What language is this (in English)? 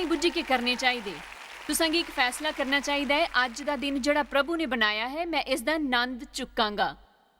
Dogri